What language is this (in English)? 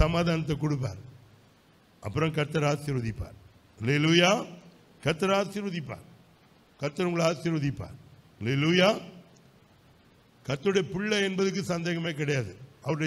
Tamil